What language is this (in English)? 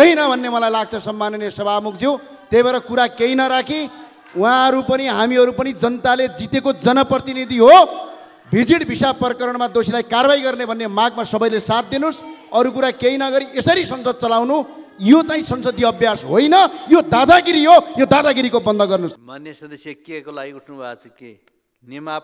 Nepali